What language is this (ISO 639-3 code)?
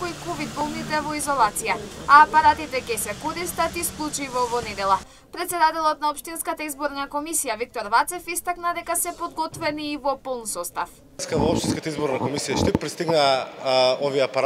mkd